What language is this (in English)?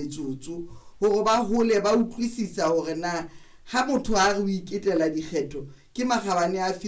Southern Sotho